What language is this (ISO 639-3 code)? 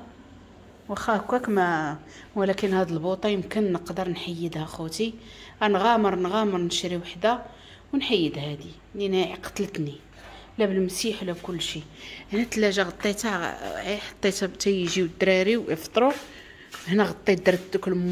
ary